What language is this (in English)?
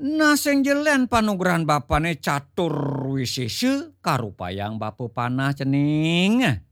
Balinese